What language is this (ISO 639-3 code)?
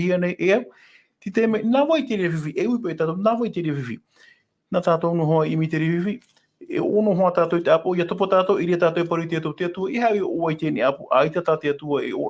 tah